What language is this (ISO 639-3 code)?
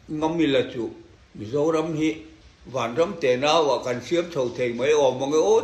lus